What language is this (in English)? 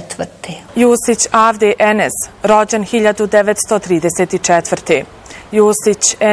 Bosnian